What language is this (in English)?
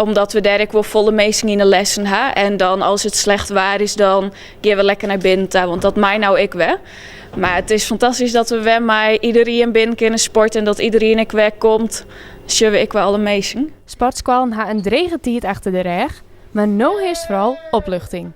Western Frisian